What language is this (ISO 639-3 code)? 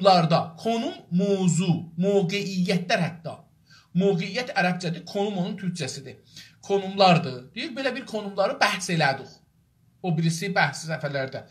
azb